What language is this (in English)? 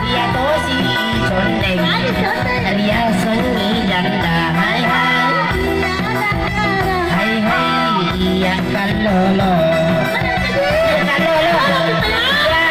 Buginese